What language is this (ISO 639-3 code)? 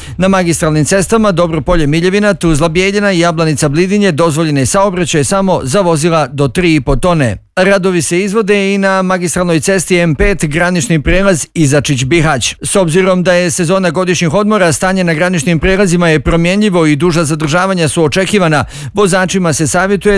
bos